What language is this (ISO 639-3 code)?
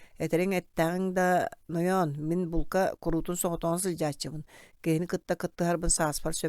sah